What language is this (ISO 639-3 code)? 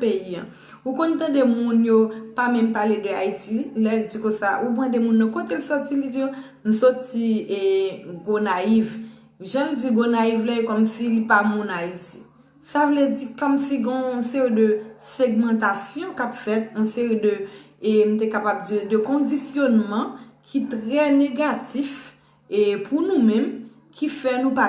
hat